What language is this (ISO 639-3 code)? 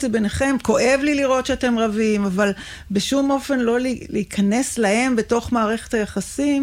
heb